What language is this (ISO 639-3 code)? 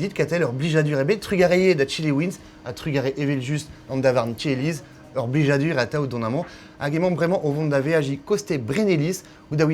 bre